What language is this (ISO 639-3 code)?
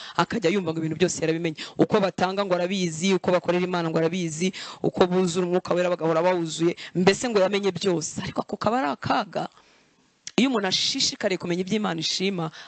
kin